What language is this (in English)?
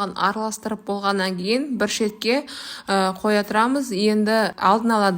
Kazakh